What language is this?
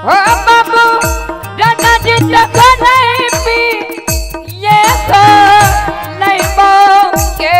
Maithili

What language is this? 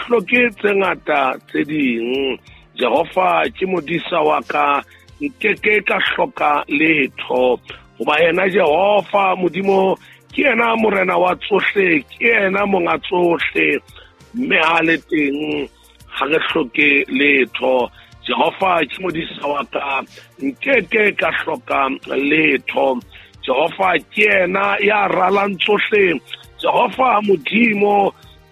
Southern Sotho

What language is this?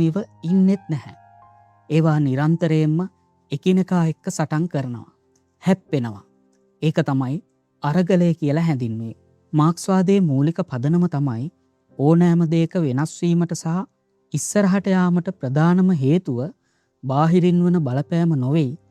Sinhala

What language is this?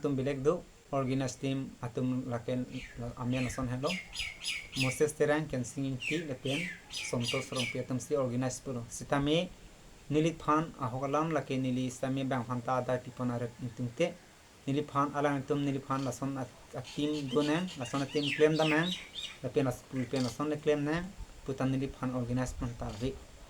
Karbi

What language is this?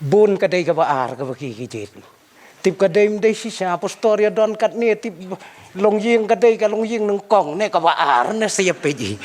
Khasi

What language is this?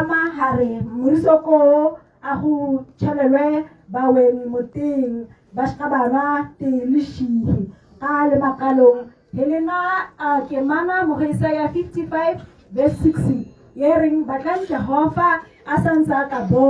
Tswana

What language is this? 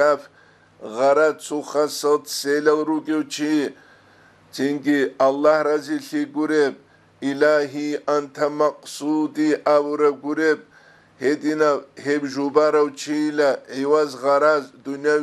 Avaric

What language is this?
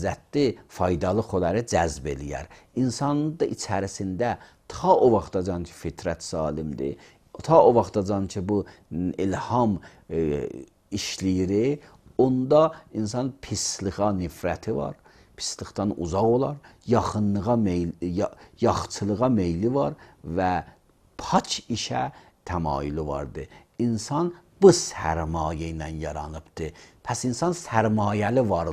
Azerbaijani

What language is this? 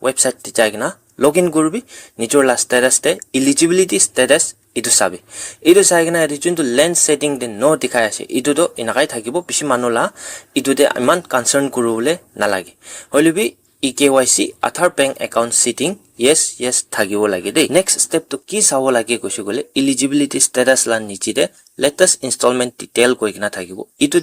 Naga Pidgin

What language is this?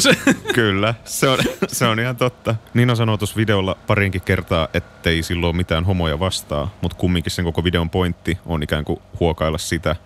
Finnish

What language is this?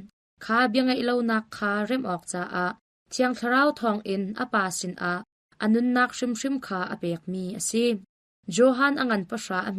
Hakha Chin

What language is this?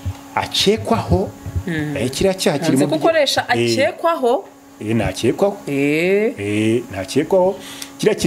Kinyarwanda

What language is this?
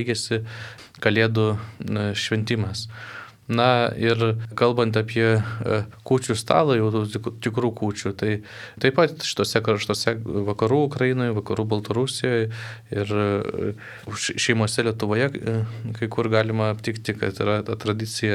Lithuanian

